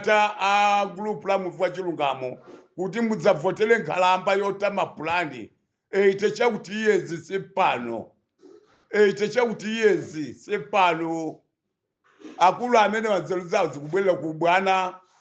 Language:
Nyanja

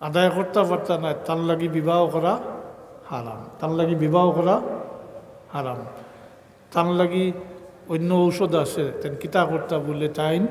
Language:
Sylheti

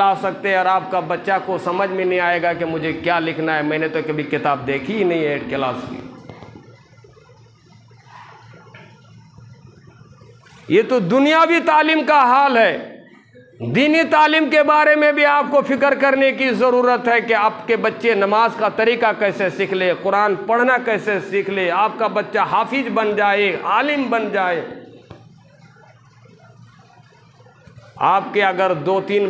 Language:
Hindi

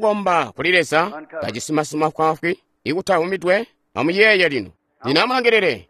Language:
Tonga (Zambia)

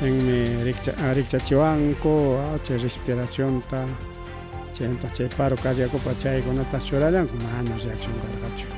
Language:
Ayacucho Quechua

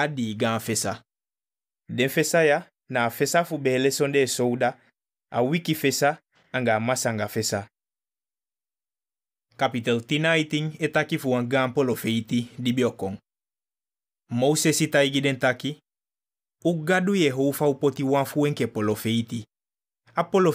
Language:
Eastern Maroon Creole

